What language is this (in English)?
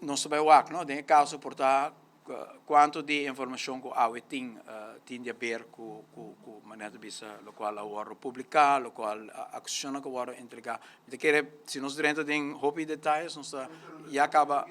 Papiamento